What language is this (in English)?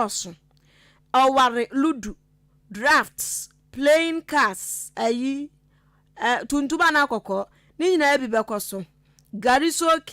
Akan